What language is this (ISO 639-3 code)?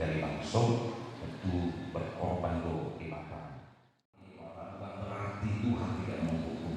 bbc